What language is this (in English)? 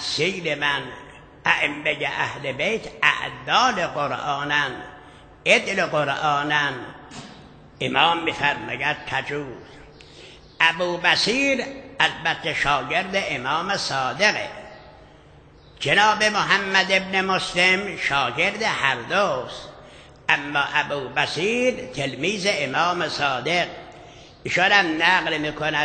Persian